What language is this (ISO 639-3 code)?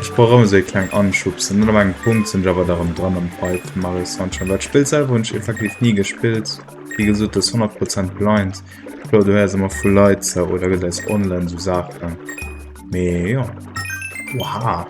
ltz